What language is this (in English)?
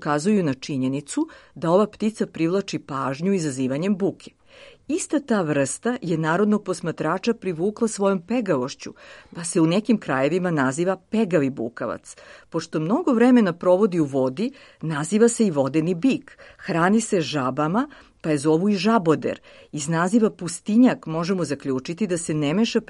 Serbian